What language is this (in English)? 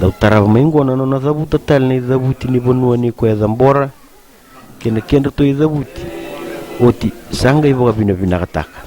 Fijian